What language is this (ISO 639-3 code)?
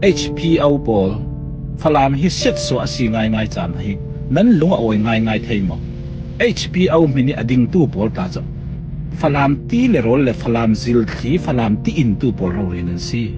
cfm